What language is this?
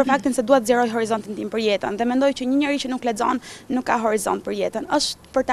Albanian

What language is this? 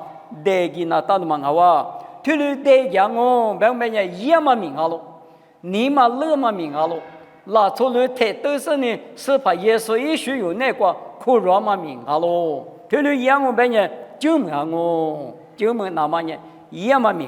Lisu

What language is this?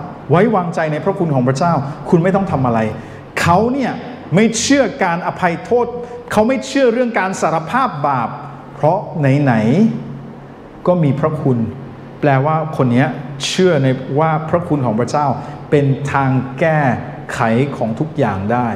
Thai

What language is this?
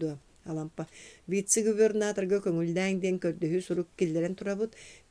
Yakut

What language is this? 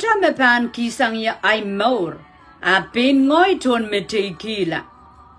Pohnpeian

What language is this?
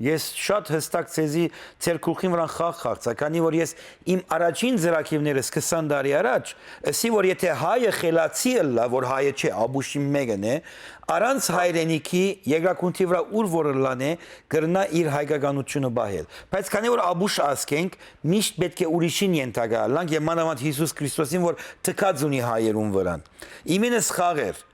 Western Armenian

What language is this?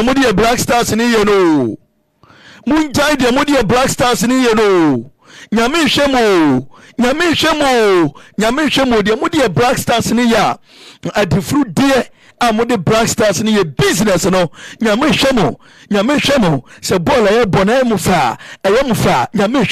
Akan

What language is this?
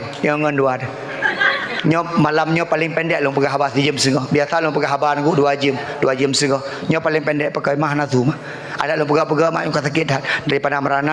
Achinese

